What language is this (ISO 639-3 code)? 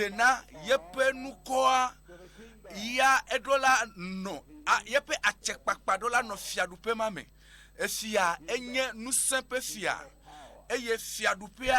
ewe